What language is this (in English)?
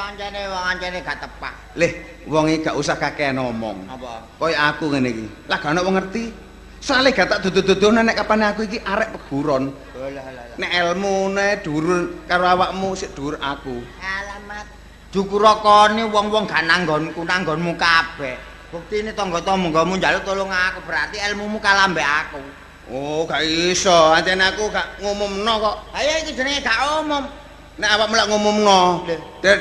Javanese